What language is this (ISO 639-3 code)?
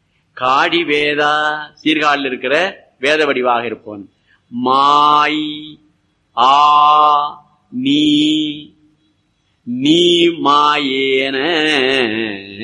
tam